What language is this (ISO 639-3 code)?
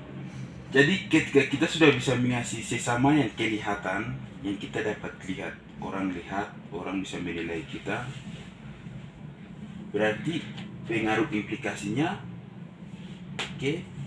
ind